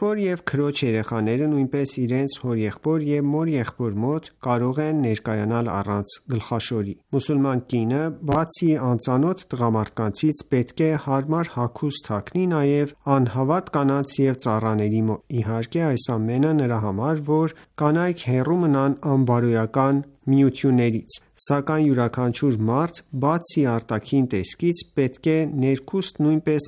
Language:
Armenian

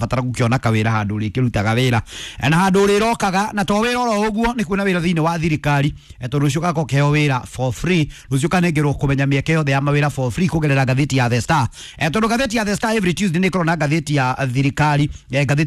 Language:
Kikuyu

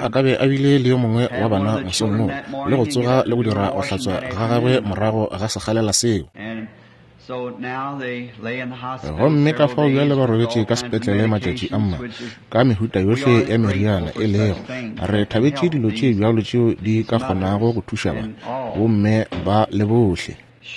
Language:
Northern Sotho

